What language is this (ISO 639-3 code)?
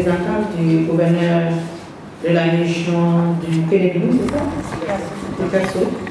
fra